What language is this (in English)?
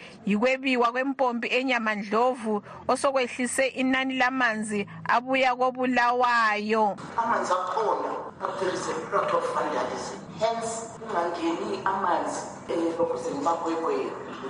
North Ndebele